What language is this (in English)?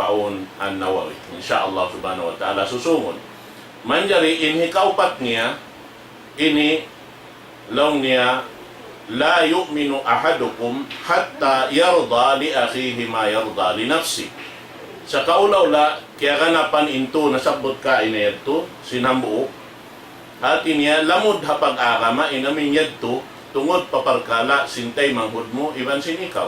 Tausug